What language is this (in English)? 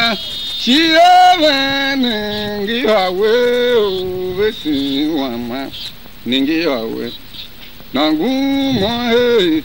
Tiv